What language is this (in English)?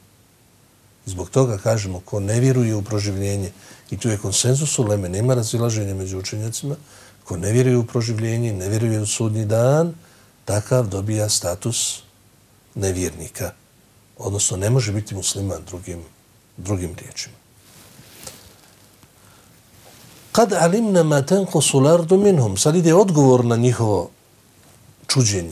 Bosnian